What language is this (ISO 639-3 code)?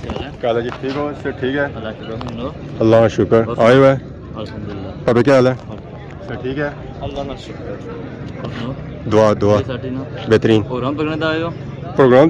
phr